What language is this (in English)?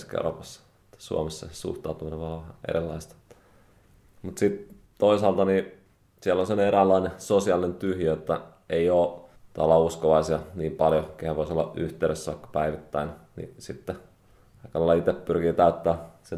Finnish